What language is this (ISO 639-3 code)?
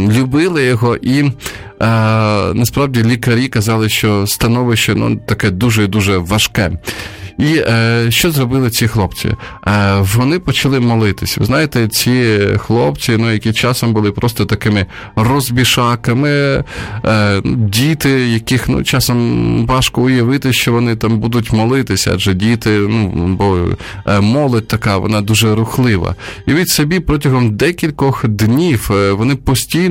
ukr